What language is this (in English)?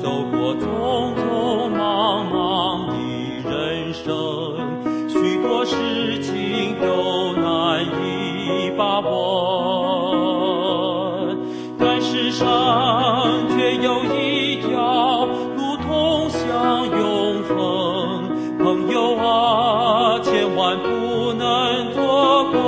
Chinese